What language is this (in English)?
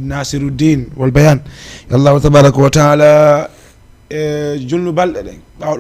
Fula